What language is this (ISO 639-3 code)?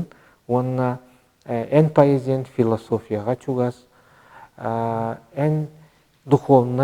sah